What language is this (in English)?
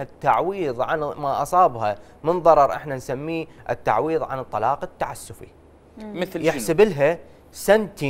Mesopotamian Arabic